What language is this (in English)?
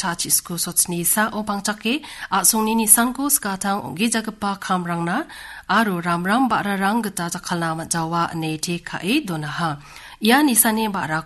Garo